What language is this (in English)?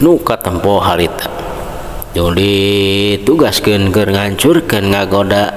Sundanese